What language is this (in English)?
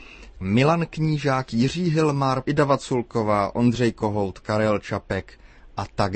Czech